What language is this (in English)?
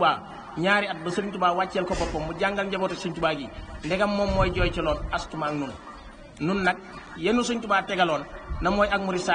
Wolof